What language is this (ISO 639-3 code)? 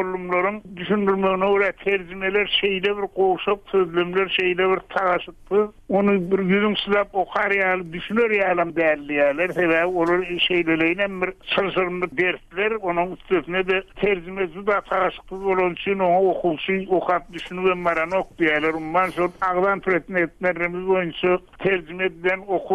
tuk